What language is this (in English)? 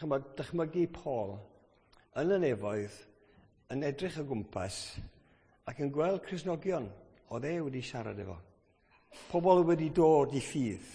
Welsh